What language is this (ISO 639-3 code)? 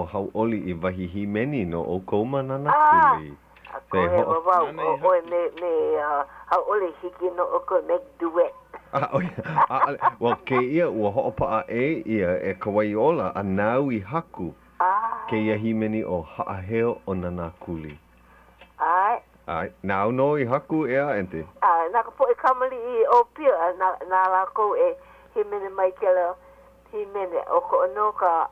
haw